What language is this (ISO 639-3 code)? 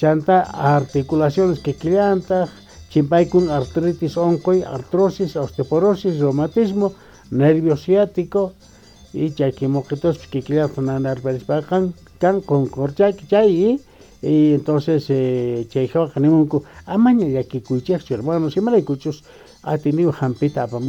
quh